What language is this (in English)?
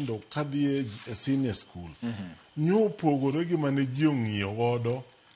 Luo (Kenya and Tanzania)